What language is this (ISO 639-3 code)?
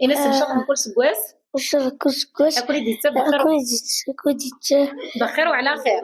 kab